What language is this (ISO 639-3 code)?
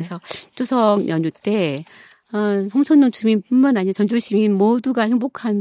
kor